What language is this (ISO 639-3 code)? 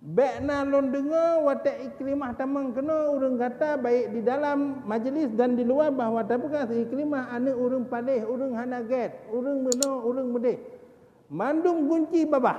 ace